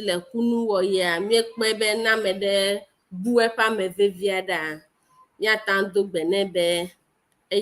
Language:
Ewe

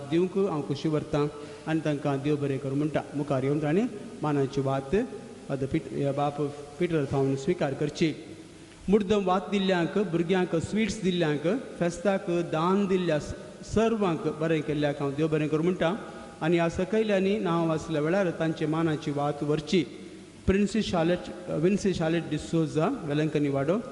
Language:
Konkani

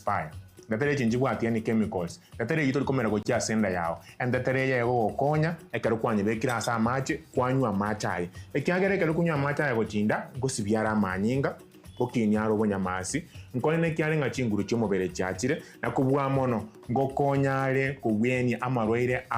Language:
Gusii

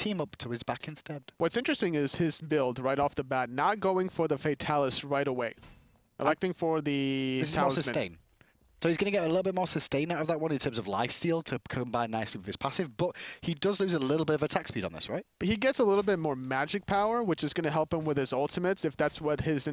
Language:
English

